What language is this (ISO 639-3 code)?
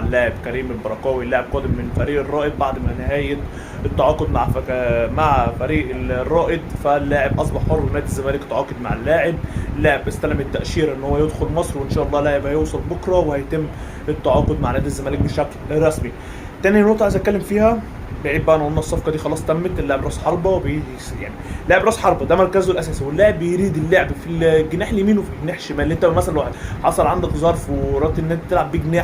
arz